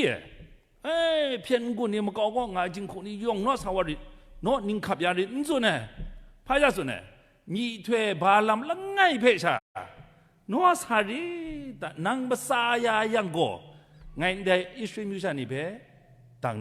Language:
Kachin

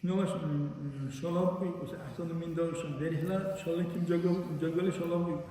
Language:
Dargwa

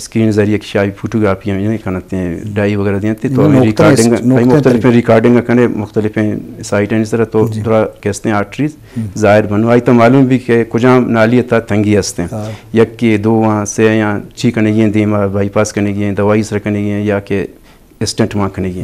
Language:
Eastern Balochi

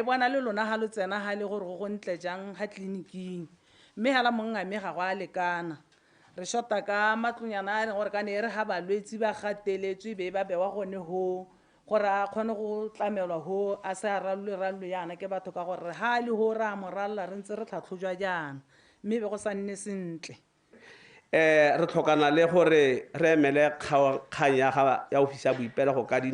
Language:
Tswana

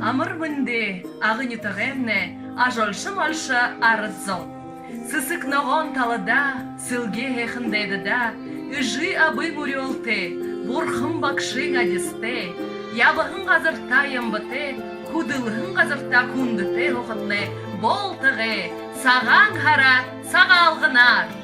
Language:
Buriat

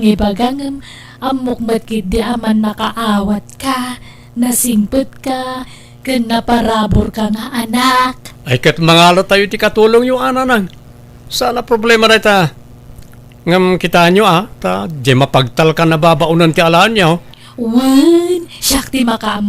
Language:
Iloko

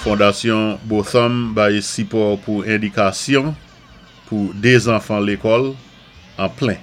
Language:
Saint Lucian Creole French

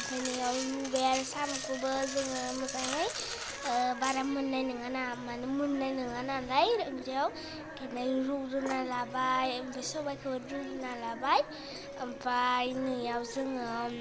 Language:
Bodo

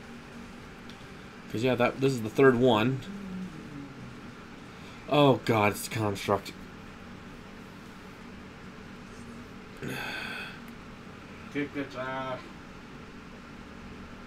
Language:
English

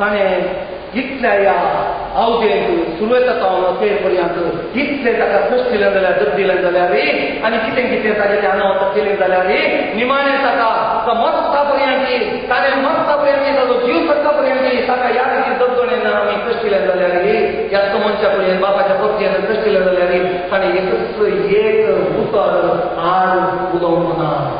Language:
Konkani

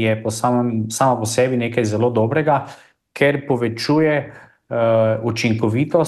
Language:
Slovenian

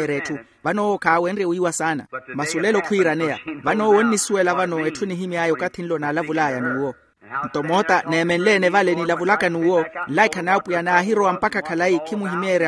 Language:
Makhuwa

